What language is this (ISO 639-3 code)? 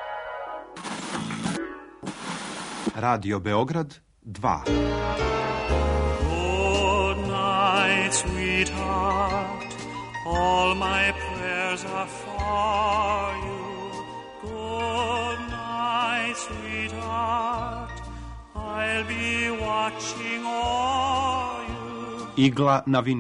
srp